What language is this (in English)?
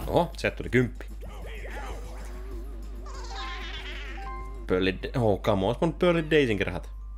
Finnish